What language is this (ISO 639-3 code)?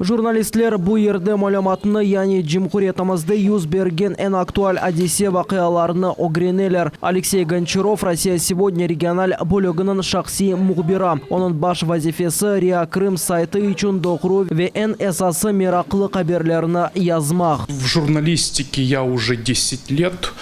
crh